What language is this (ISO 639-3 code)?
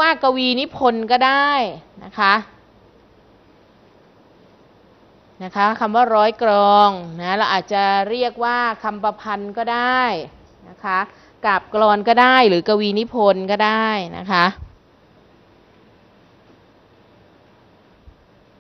tha